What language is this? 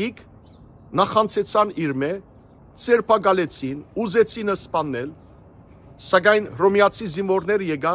Western Armenian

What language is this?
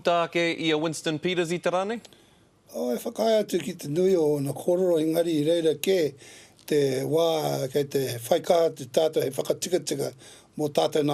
Māori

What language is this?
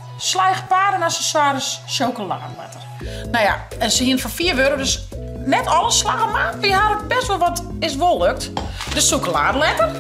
Western Frisian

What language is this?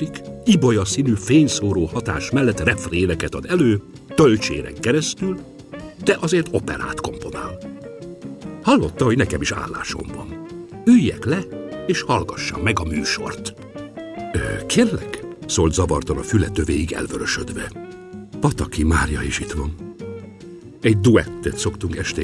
Hungarian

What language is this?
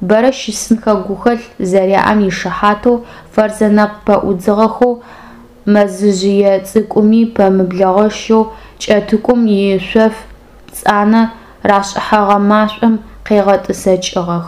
Adyghe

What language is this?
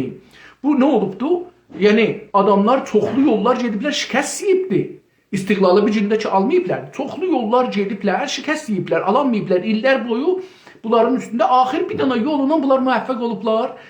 South Azerbaijani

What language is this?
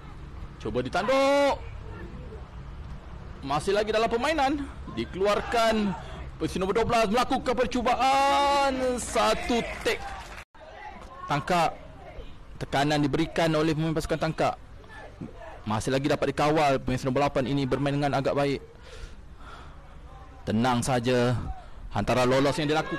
Malay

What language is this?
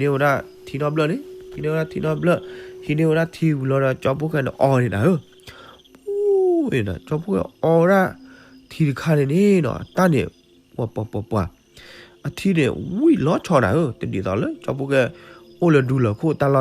S'gaw Karen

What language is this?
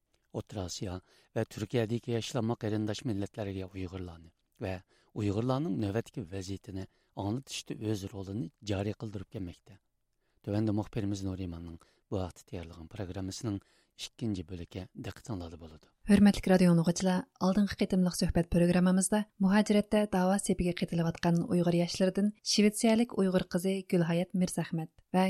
Uyghur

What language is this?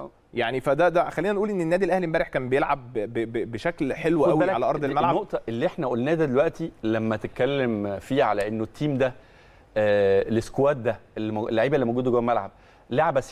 Egyptian Arabic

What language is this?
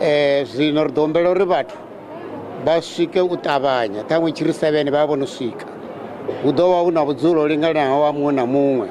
Venda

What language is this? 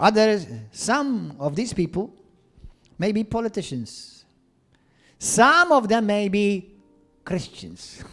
English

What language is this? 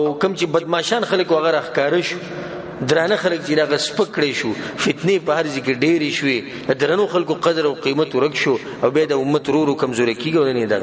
Pashto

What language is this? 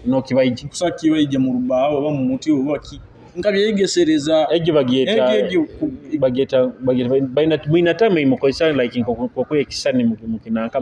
Nyoro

